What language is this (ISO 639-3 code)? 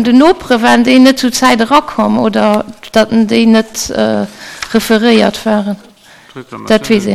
ltz